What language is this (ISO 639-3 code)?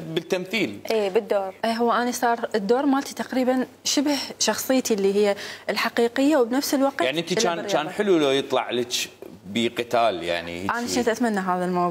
acm